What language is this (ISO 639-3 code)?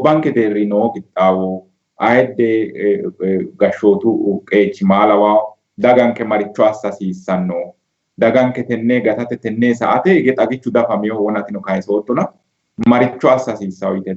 sid